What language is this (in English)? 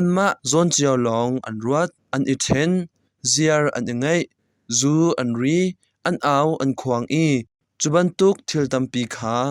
Hakha Chin